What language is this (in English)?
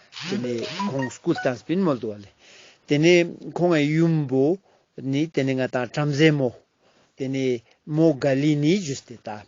Ladakhi